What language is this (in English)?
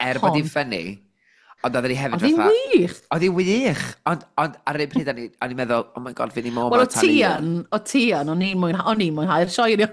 Welsh